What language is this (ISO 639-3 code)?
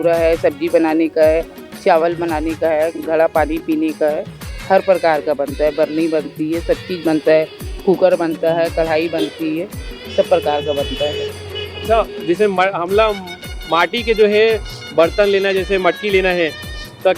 hne